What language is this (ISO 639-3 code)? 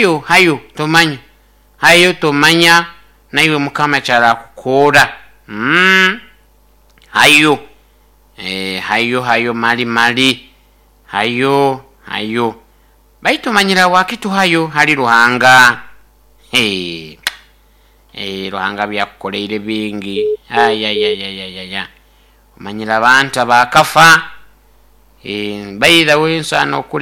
nyo